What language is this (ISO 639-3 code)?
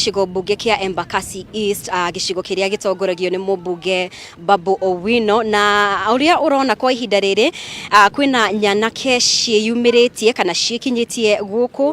kik